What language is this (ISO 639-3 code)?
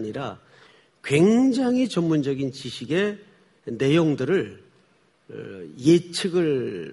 kor